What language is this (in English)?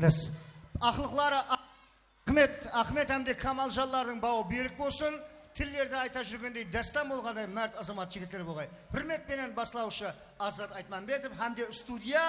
Kara-Kalpak